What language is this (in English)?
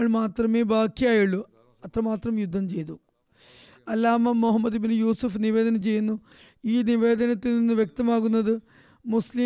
Malayalam